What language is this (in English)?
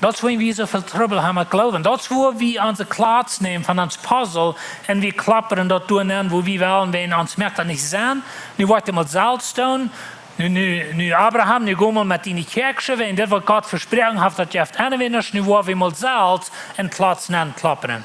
Plautdietsch